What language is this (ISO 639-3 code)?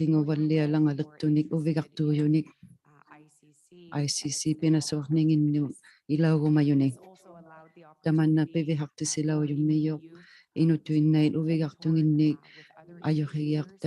iku